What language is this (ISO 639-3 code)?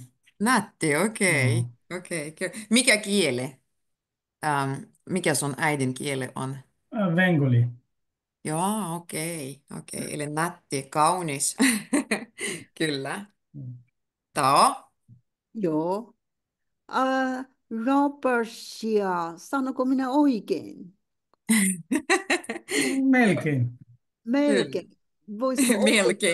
fin